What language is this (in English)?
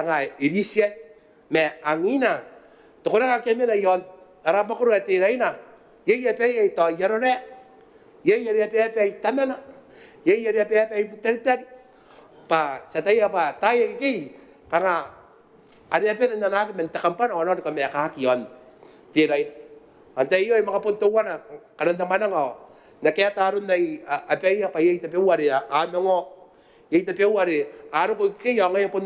Gilbertese